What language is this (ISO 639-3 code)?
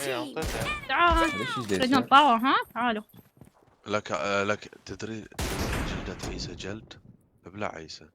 acm